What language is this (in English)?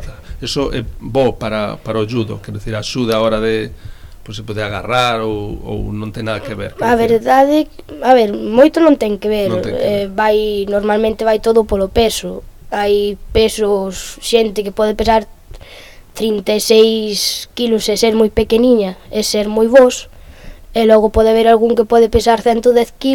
Galician